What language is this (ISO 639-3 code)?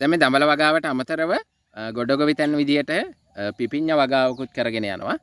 sin